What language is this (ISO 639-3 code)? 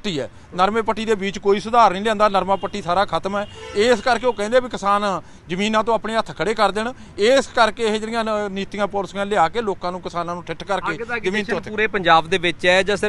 pan